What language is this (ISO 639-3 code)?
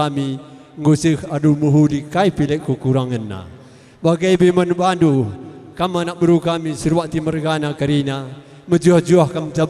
btx